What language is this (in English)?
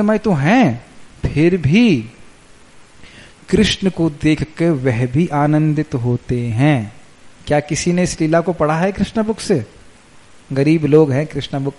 Hindi